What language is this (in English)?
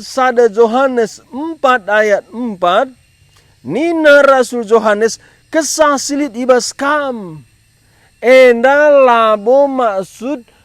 Batak Karo